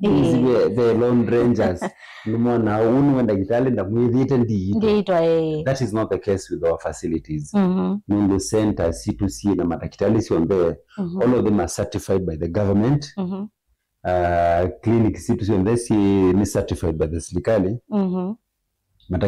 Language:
Kamba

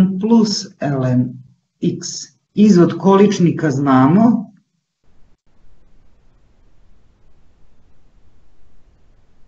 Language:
Serbian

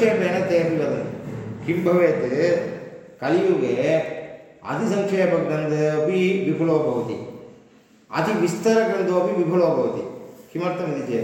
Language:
Sanskrit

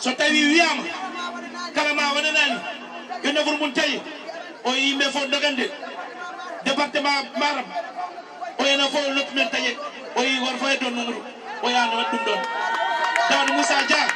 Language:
Fula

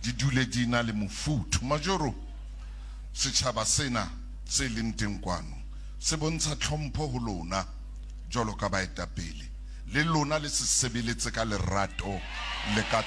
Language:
Southern Sotho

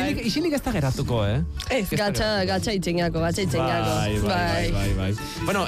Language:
Basque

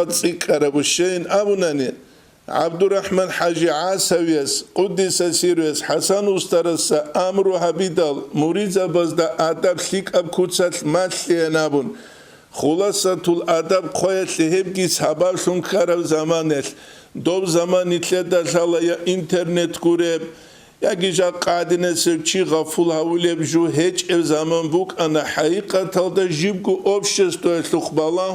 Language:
Avaric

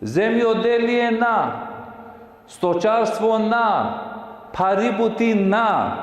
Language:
Balkan Romani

